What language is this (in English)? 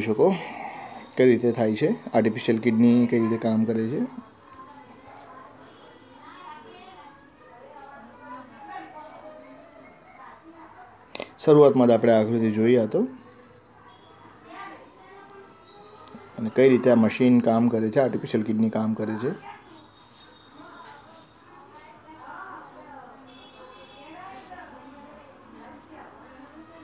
Gujarati